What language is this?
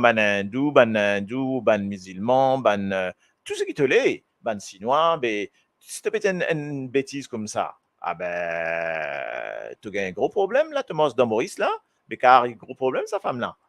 Morisyen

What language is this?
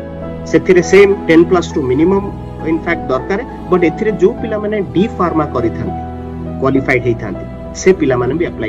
Odia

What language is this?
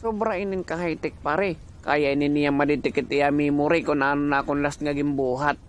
Waray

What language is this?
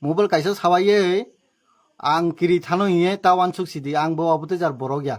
Kok Borok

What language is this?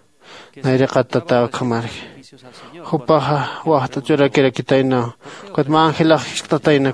Aymara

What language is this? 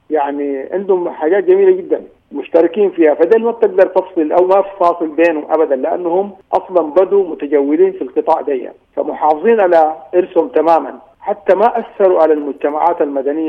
Sudanese Arabic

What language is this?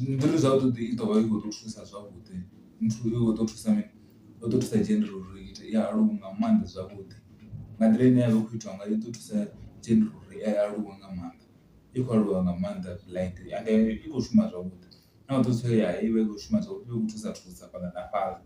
Venda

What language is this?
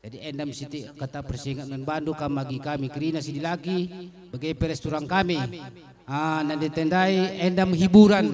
Batak Karo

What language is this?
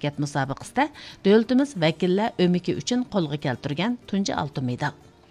Uyghur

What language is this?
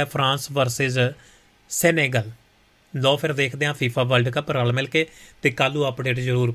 Punjabi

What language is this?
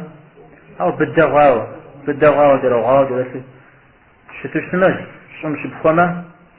Kabardian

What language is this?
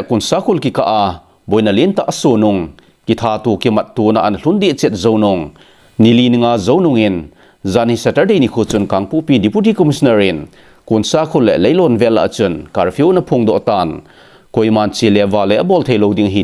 Thado Chin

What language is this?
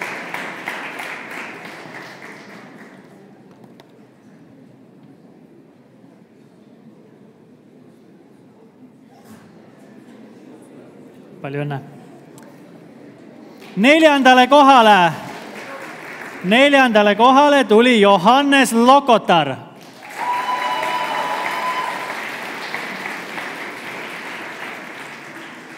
Estonian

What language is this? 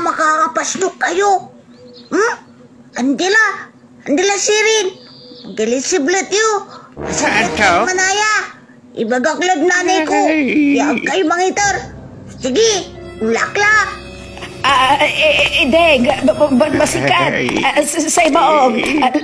Pangasinan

